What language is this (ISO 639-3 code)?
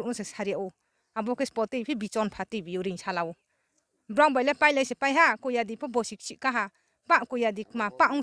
ria